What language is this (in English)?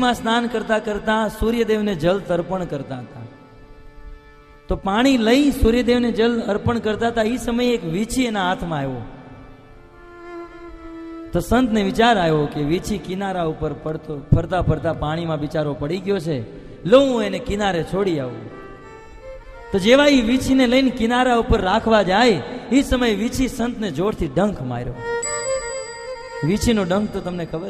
Gujarati